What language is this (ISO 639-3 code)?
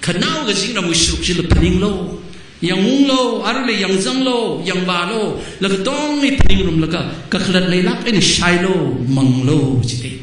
nmf